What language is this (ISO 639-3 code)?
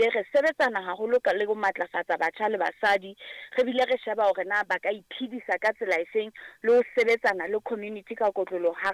sot